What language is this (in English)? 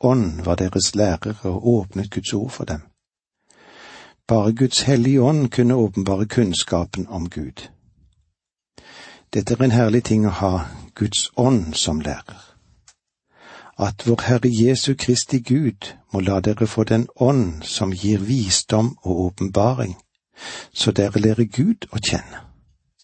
Norwegian